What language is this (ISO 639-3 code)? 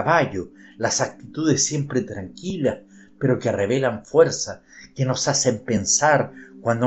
spa